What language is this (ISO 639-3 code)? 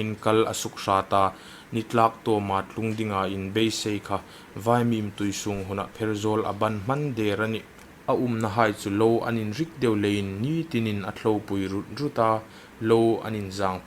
hmr